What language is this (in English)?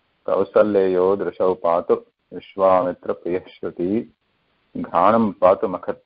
Sanskrit